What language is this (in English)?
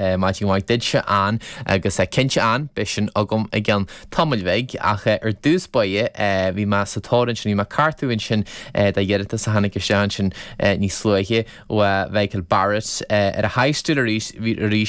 Irish